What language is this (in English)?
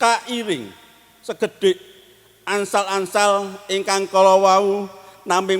Javanese